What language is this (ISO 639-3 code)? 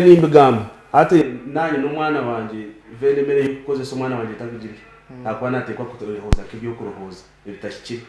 nyn